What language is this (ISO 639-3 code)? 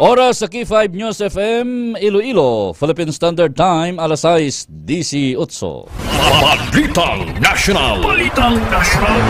hil